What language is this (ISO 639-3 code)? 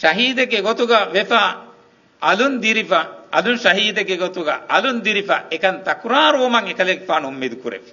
div